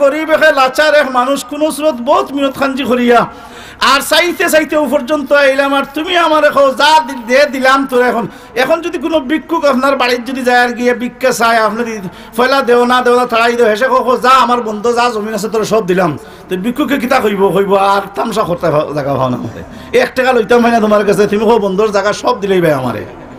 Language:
Sylheti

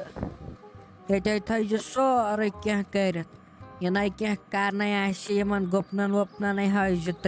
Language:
Kashmiri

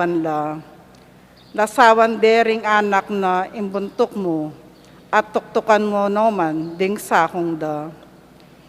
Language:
Pampanga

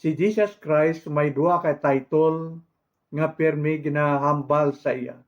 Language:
Hiligaynon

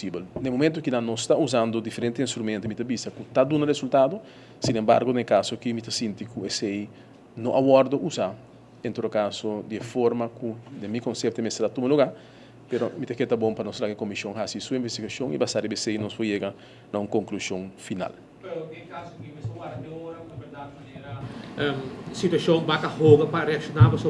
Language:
Papiamento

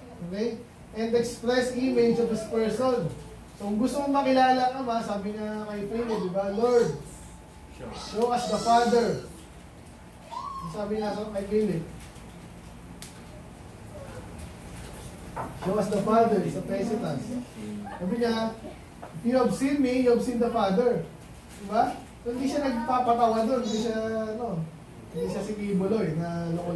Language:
Filipino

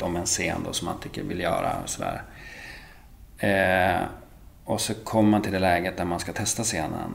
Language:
Swedish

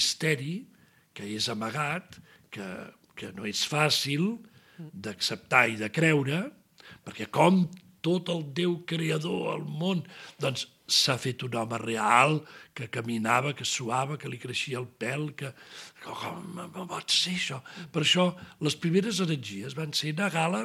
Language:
Catalan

